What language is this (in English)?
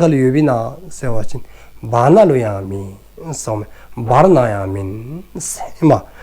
Dzongkha